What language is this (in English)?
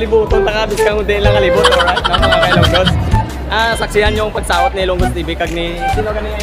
Hiligaynon